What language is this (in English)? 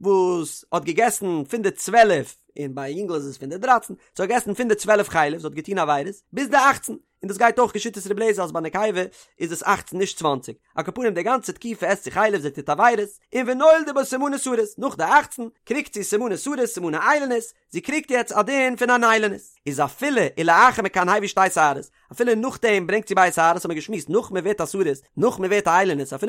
Yiddish